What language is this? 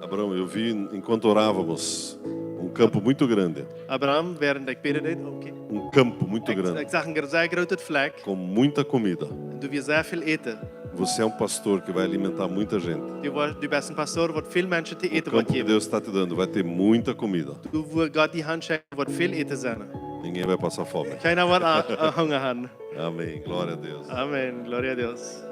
Plautdietsch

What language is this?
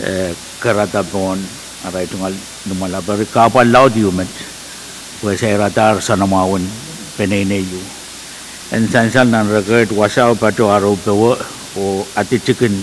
Pohnpeian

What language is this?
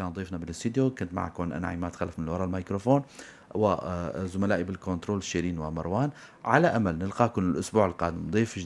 North Levantine Arabic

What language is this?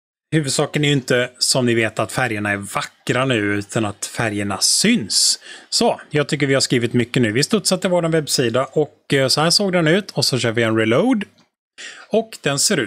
Swedish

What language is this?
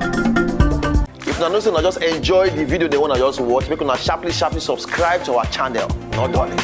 Nigerian Pidgin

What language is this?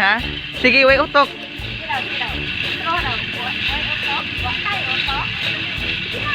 Cebuano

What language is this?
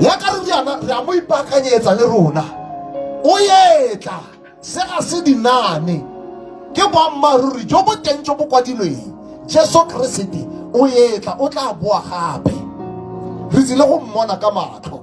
Tswana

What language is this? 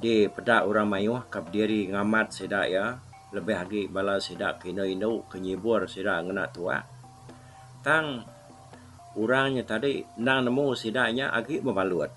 Iban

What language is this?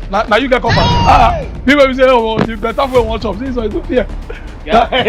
Nigerian Pidgin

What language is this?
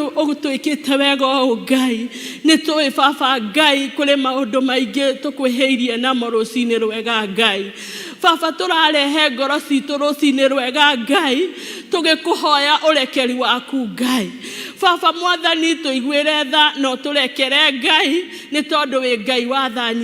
Kikuyu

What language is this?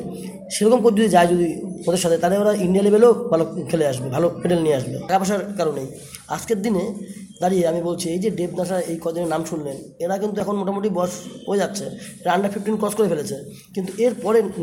Bangla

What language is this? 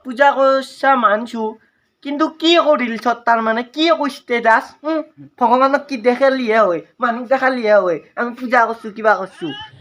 Assamese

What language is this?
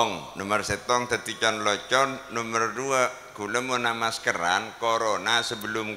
Madurese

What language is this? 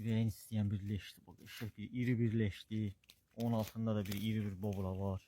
Azerbaijani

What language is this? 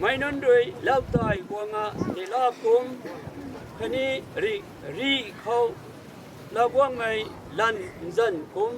Rongmei Naga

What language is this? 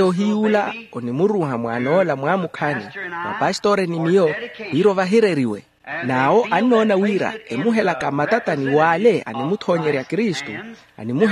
Makhuwa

